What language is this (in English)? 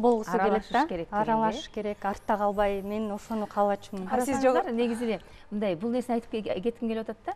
Kyrgyz